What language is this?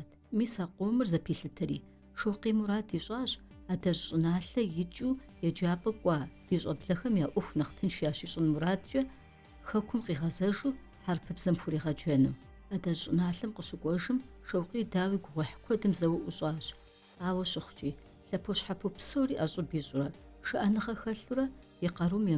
Kabardian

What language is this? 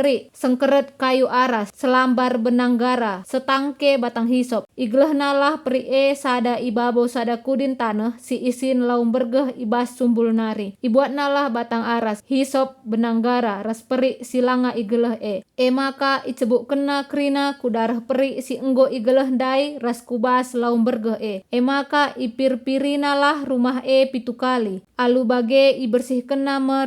Batak Karo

